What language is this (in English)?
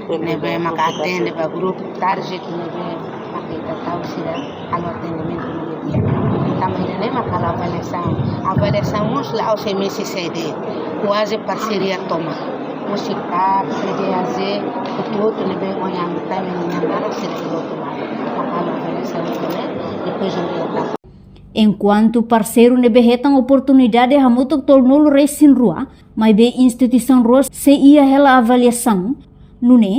Tetum